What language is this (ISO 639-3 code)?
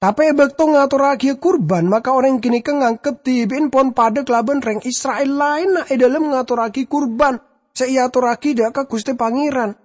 mad